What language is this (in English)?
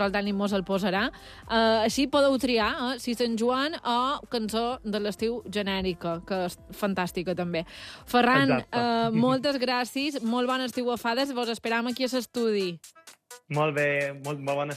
Catalan